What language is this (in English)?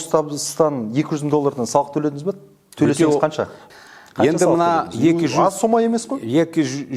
Kazakh